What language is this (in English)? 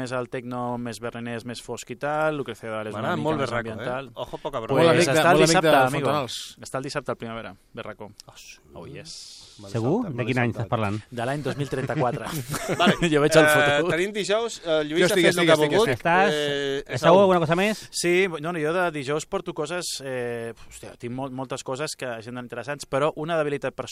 Catalan